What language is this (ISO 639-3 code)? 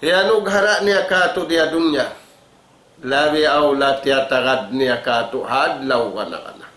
tsg